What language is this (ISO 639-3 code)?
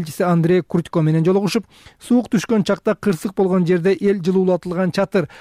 kir